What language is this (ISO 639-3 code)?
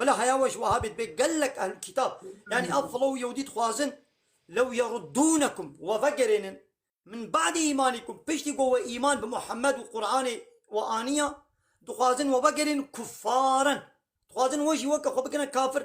kur